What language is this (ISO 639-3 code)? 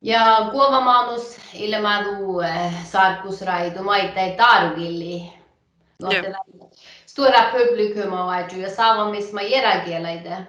sme